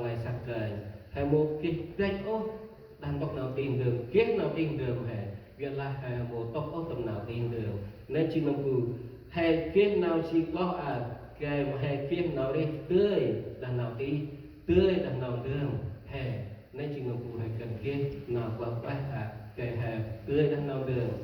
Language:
Central Mnong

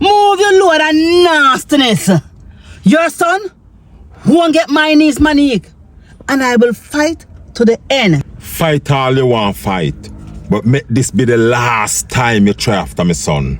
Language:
Jamaican Creole English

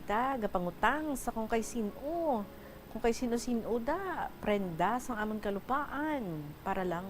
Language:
Hiligaynon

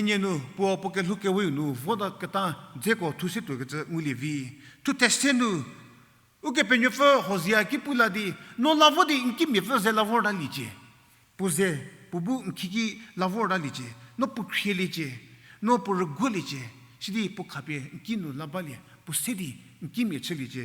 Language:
Angami Naga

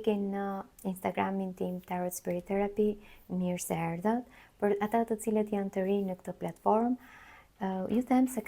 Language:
Albanian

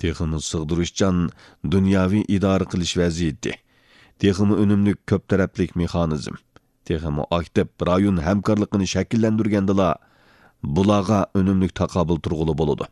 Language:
Uyghur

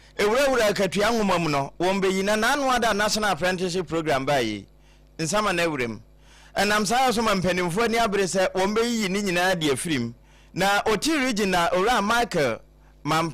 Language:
Akan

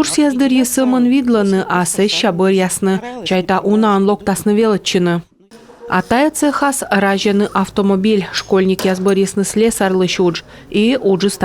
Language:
Komi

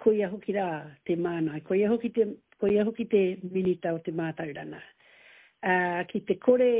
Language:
Māori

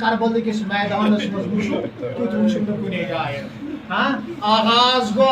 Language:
Kashmiri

